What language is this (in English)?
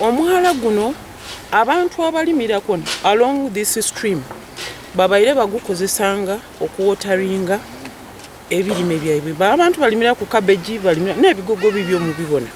Ganda